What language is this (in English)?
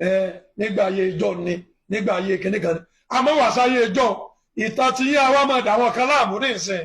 Yoruba